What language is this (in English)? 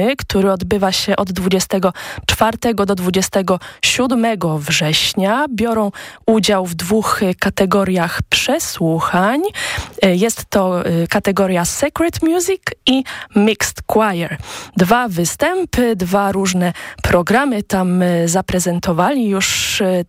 Polish